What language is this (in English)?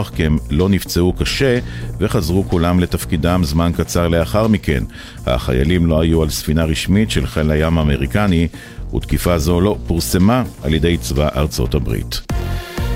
Hebrew